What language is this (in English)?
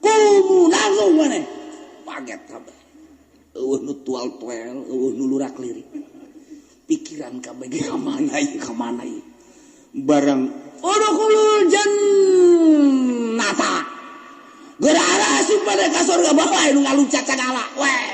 Sundanese